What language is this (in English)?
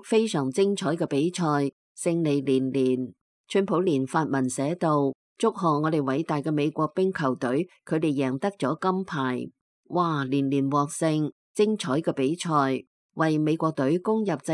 Cantonese